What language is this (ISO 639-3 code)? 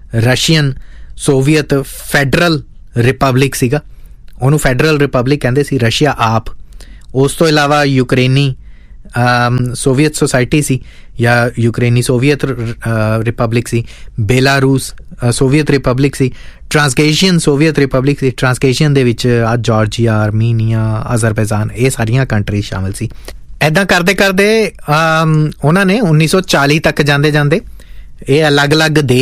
pan